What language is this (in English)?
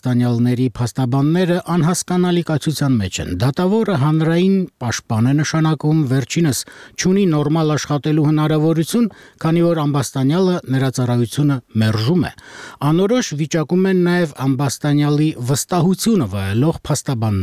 Armenian